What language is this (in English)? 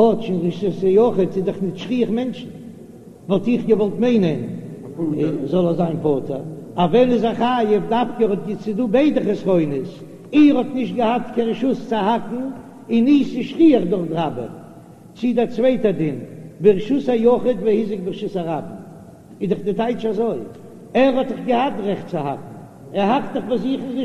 Yiddish